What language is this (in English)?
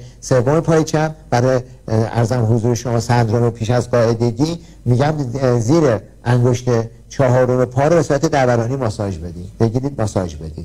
Persian